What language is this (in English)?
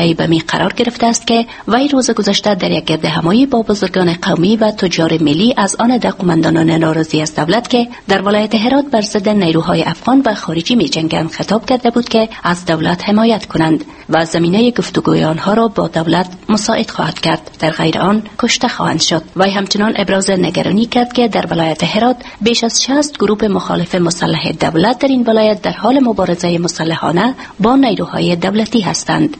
Persian